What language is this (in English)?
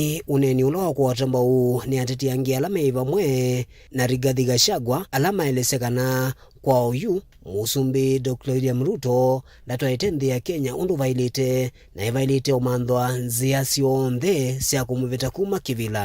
Kamba